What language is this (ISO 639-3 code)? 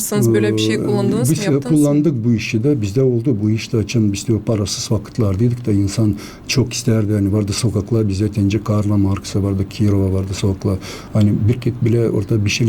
gag